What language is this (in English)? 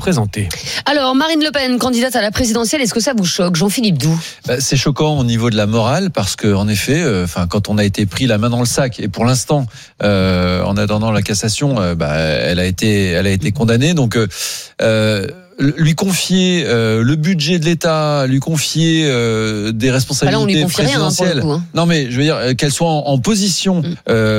French